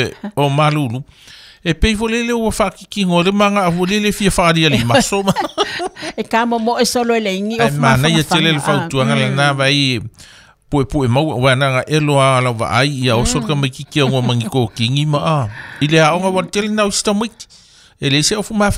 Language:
Samoan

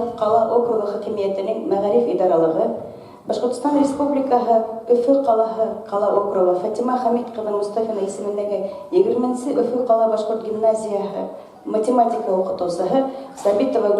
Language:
Bashkir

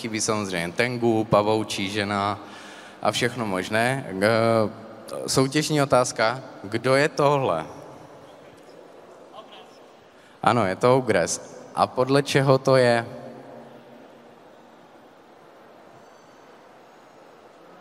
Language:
Czech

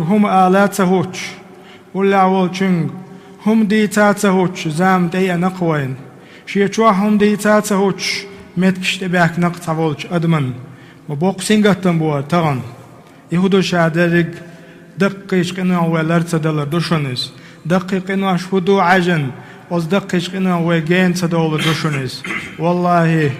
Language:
Chechen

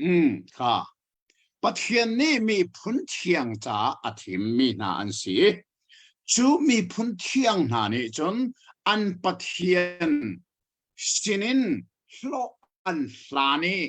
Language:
Hakha Chin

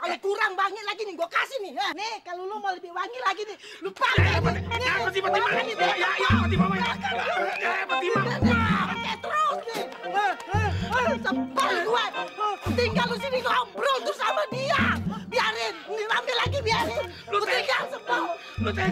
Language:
Betawi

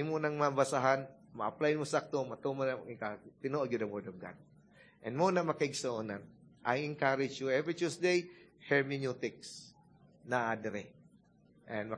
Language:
Cebuano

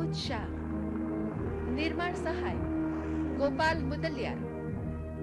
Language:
Gujarati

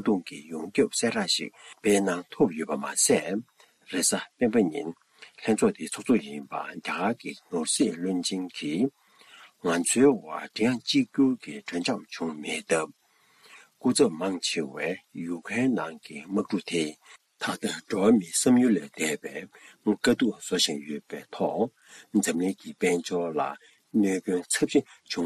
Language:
Tibetan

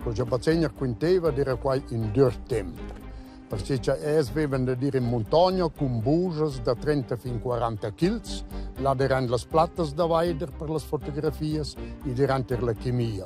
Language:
Romansh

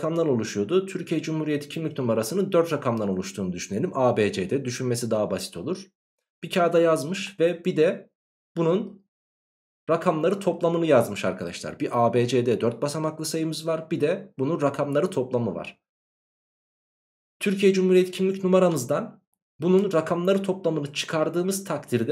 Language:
Turkish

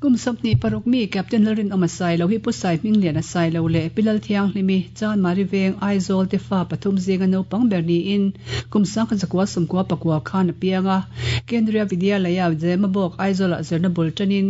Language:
Mizo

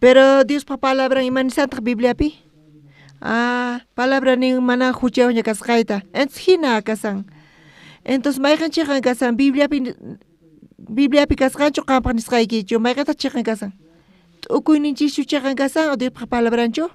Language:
South Bolivian Quechua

